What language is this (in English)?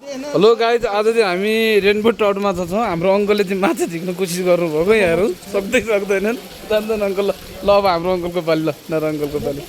Nepali